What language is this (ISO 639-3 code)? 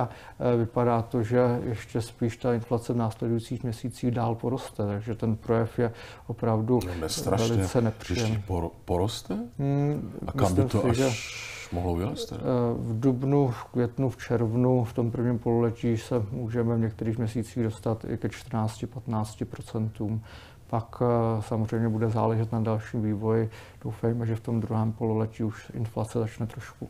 ces